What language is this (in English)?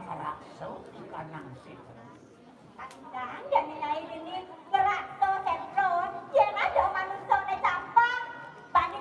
Balinese